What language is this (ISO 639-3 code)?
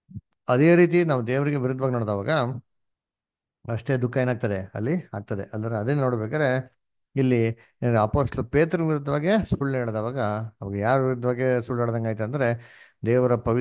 kan